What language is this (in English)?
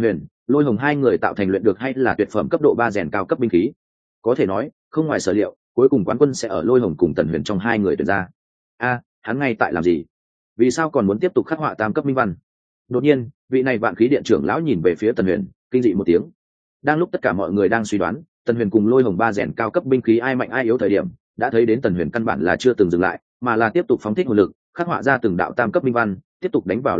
Vietnamese